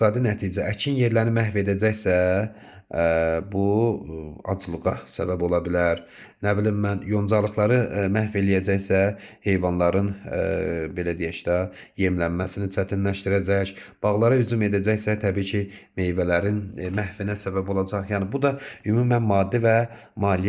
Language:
Azerbaijani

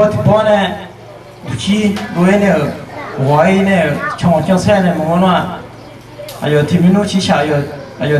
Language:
Akha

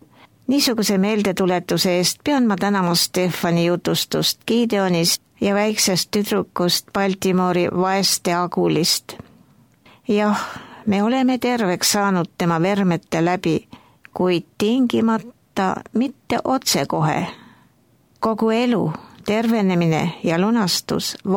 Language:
Estonian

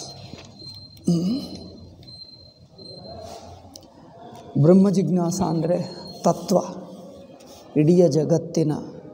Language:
Kannada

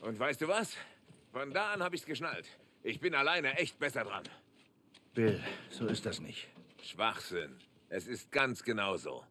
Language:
Bavarian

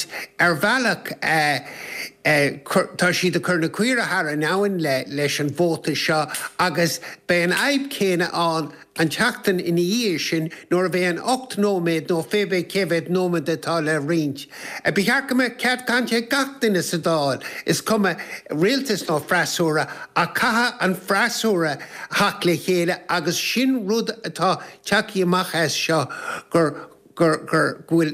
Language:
Irish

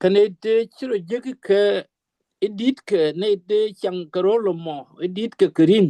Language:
Nuer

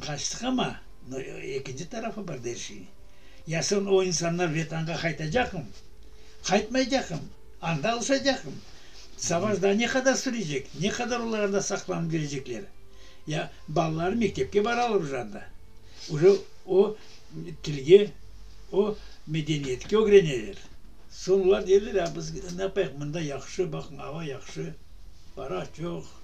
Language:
Crimean Tatar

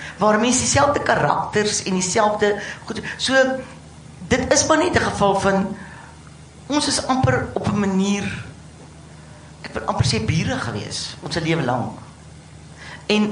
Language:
Afrikaans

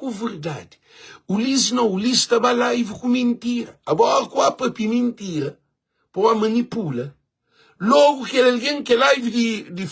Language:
Kabuverdianu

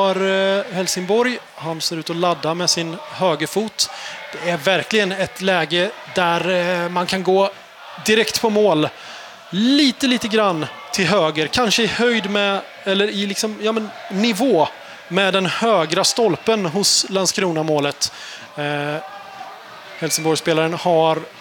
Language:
Swedish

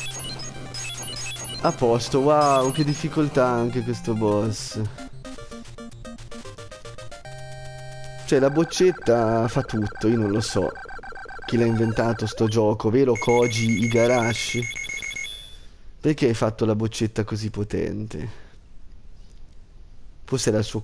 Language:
Italian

